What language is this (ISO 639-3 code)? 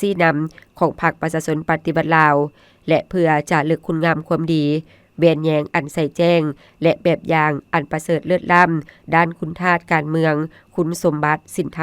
lao